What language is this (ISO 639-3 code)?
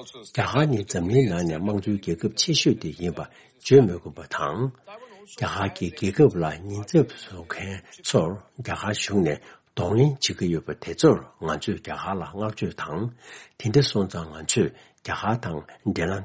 bod